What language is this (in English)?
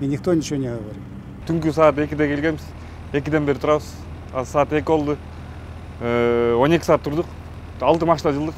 Kyrgyz